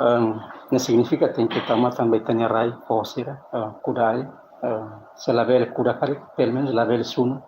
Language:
Tetum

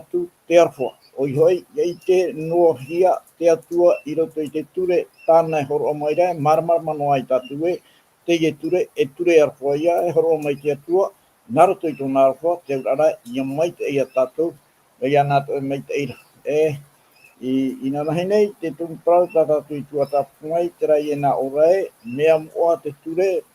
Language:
Tahitian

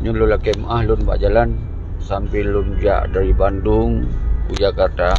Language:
Achinese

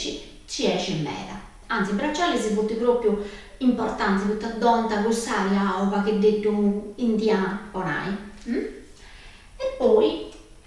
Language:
Sardinian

